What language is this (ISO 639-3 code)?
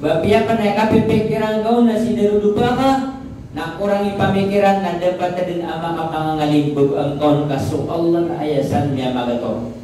mrw